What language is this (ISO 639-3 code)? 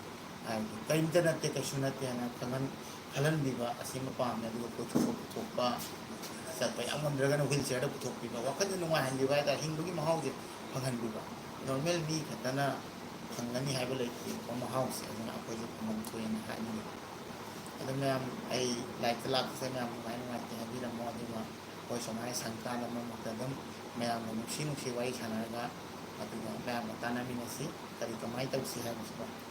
mni